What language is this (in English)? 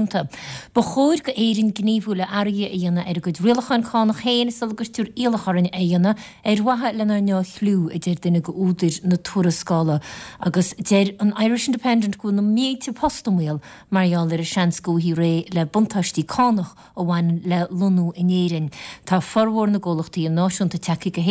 Irish